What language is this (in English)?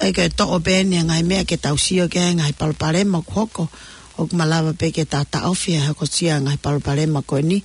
Tongan